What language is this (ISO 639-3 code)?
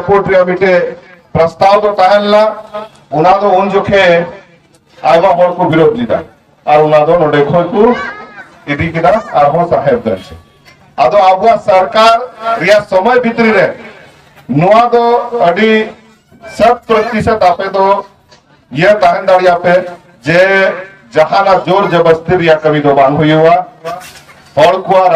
sat